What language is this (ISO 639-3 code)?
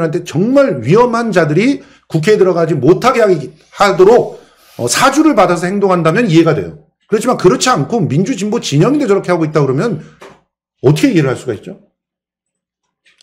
kor